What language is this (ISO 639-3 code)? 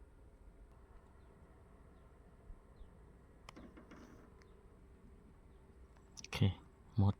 lao